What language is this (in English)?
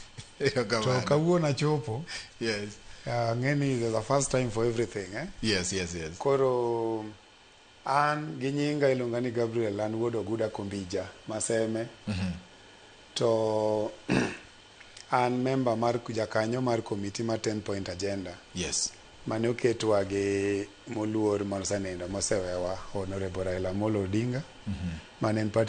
Luo (Kenya and Tanzania)